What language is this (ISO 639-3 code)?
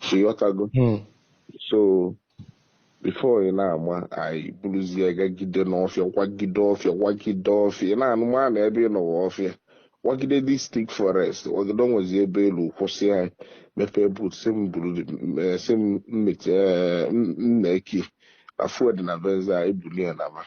ibo